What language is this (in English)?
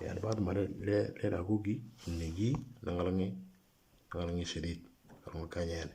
Moro